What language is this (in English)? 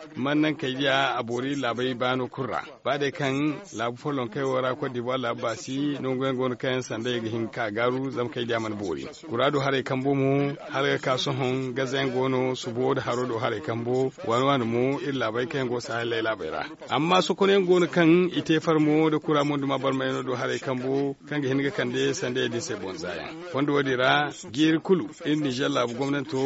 Zarma